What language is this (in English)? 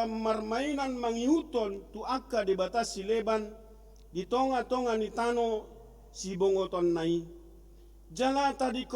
Batak Toba